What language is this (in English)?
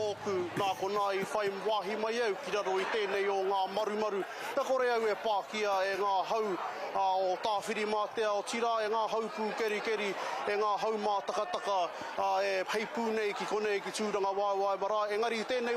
Māori